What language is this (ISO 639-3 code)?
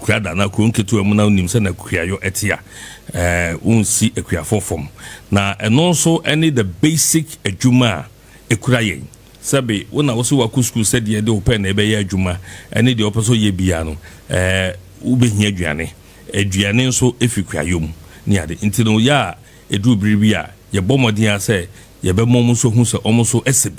aka